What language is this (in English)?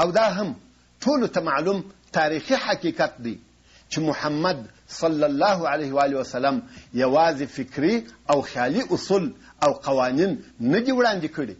Pashto